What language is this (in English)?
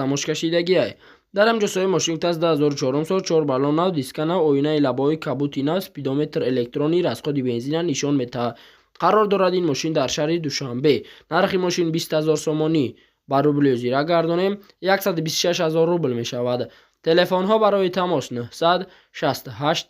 Tajik